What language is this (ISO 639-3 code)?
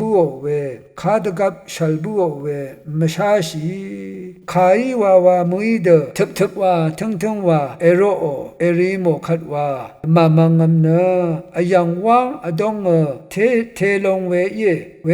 raw